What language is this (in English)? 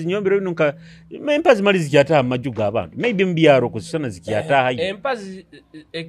Nyoro